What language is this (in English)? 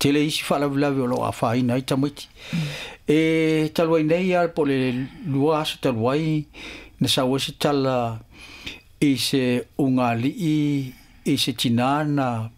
Samoan